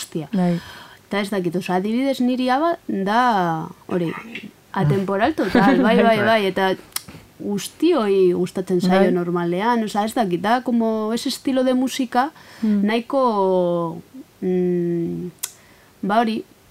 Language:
Basque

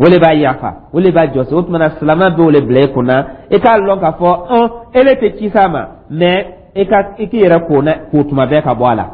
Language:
Dyula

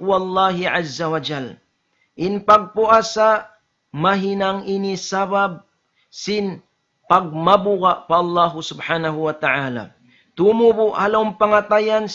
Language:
Tausug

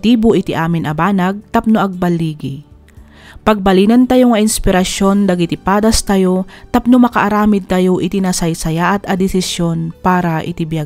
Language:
Iloko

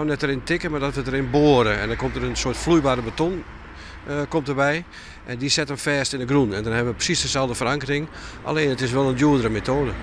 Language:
Western Frisian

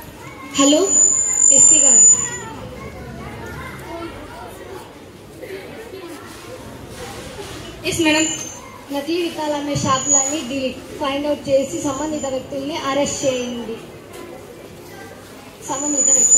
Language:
Telugu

